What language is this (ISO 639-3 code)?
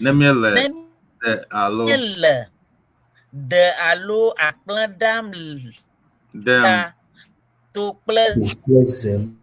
ewe